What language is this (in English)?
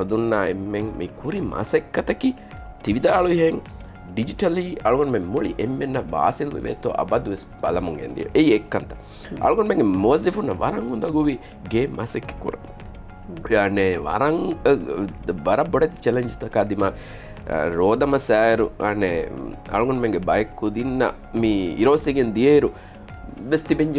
Divehi